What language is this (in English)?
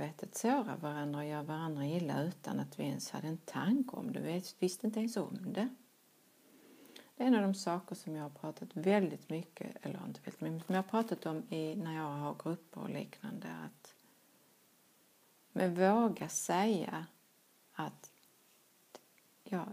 Swedish